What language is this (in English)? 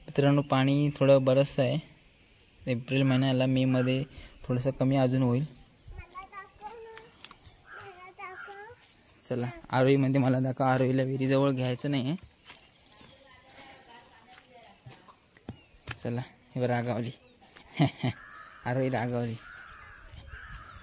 Marathi